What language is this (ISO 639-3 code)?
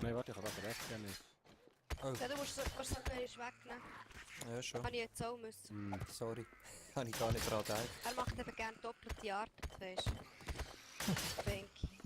gsw